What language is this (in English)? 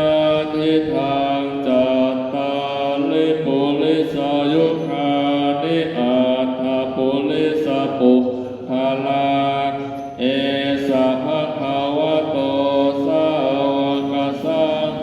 Pali